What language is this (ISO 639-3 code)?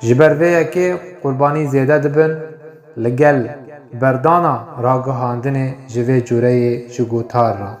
kur